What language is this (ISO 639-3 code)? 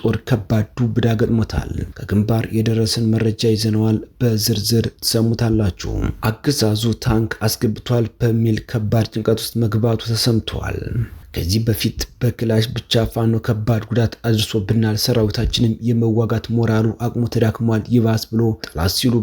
amh